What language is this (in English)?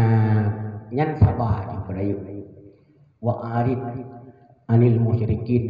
Achinese